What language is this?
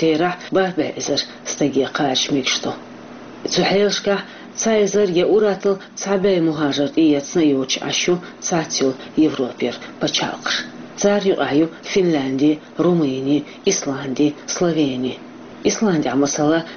Chechen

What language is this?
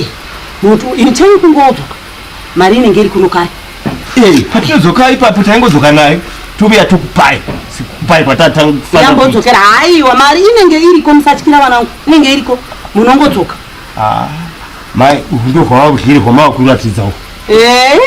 Shona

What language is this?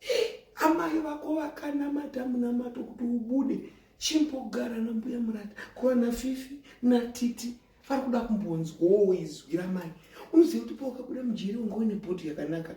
Shona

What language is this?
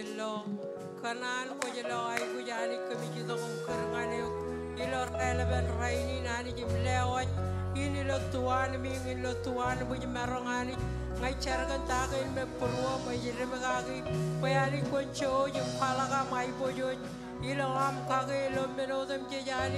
Marshallese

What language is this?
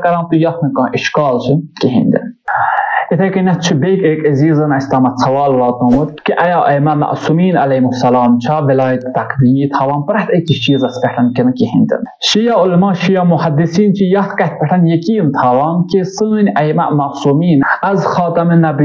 Kashmiri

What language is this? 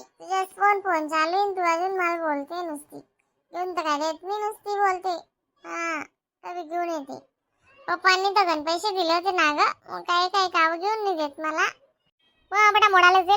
Khandesi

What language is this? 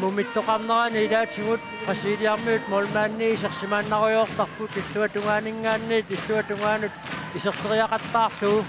Kalaallisut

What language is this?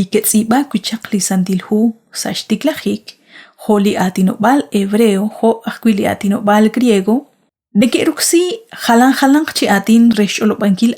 Kekchí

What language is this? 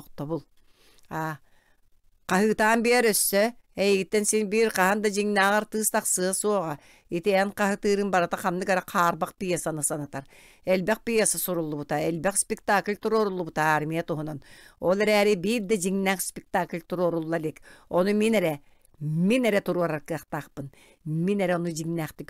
Yakut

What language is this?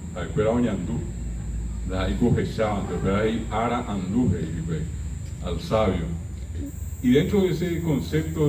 Guarani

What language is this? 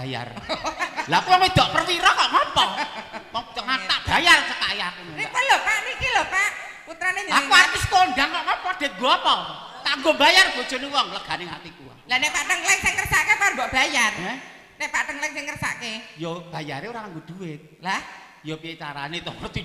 Javanese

